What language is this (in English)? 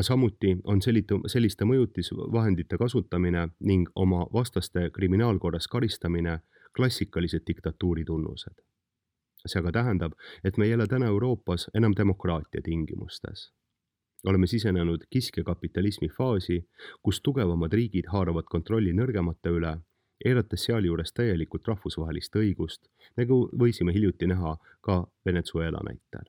Estonian